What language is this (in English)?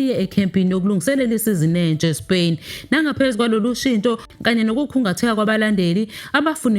Zulu